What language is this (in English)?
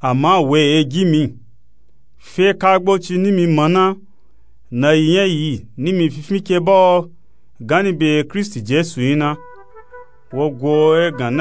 Nupe-Nupe-Tako